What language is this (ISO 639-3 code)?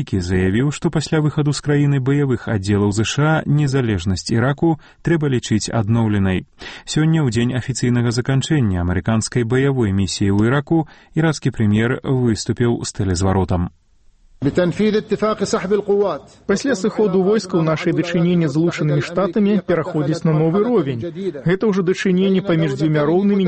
bel